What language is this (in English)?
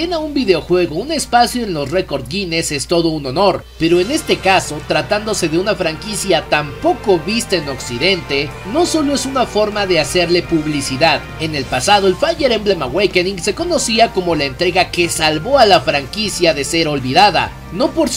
Spanish